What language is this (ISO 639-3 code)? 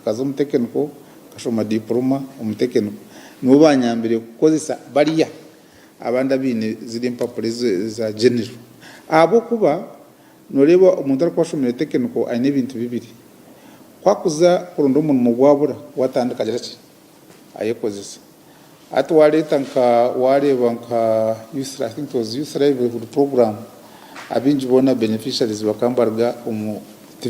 nyn